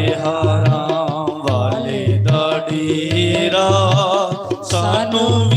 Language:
Dogri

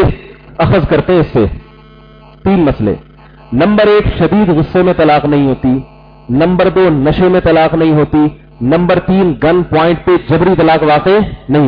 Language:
Urdu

